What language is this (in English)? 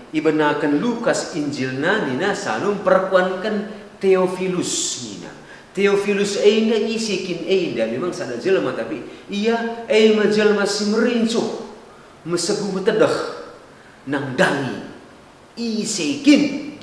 Batak Karo